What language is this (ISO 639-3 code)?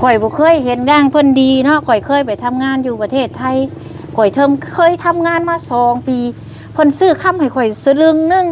lao